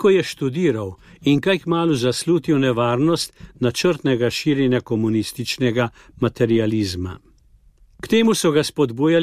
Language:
Slovenian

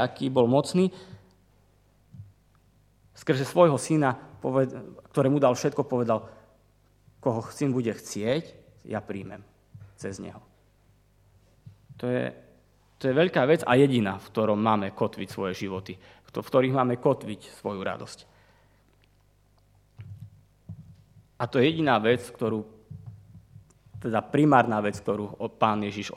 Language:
Slovak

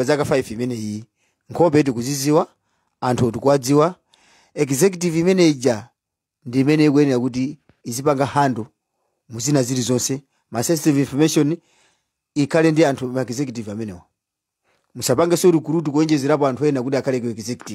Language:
Nyanja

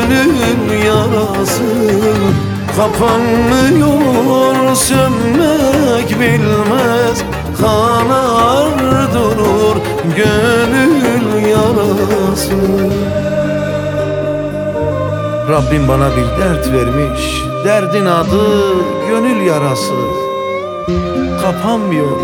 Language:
Turkish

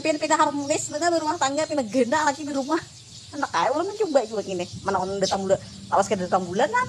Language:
Banjar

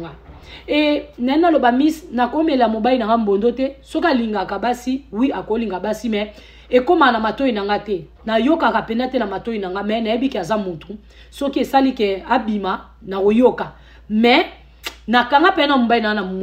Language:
Lingala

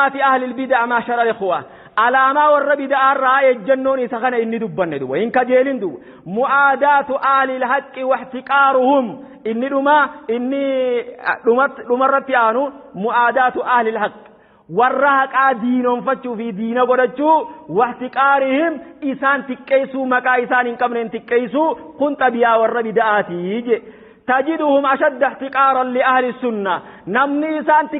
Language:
Oromo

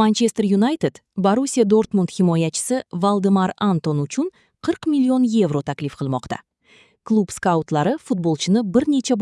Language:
Kyrgyz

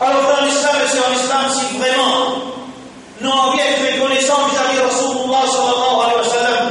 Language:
Morisyen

